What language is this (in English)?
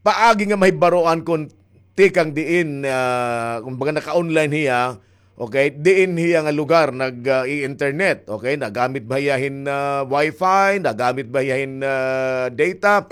Waray